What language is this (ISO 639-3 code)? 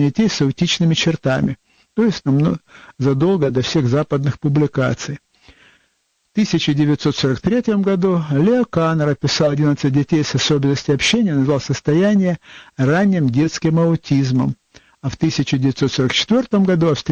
rus